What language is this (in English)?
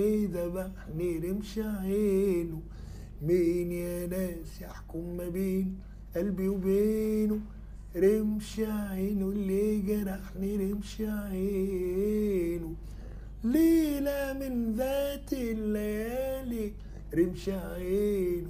Tunisian Arabic